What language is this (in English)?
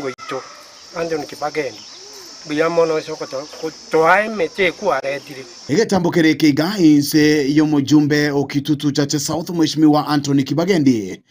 Gusii